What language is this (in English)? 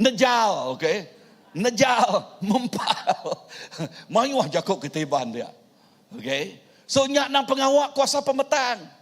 Iban